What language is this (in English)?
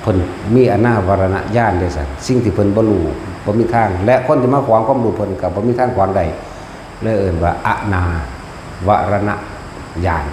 Northeastern Thai